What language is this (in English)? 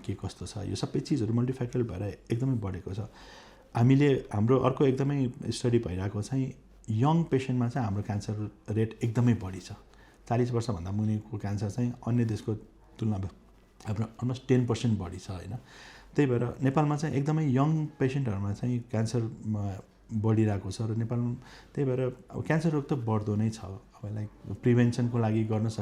Nepali